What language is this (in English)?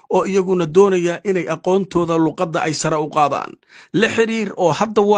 Somali